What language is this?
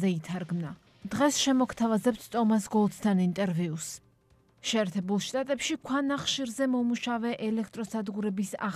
Georgian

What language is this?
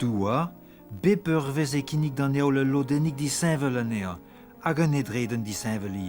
Breton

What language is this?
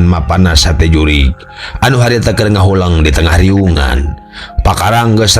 Sundanese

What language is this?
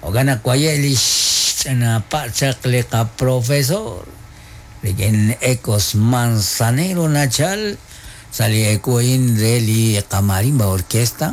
Kekchí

